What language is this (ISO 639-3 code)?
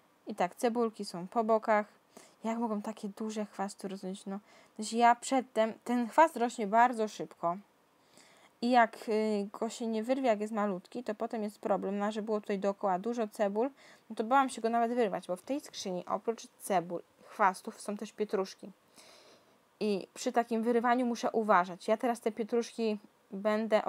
pol